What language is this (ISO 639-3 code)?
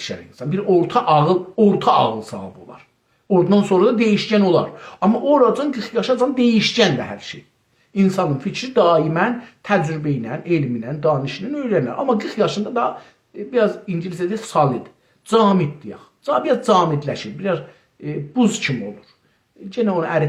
azb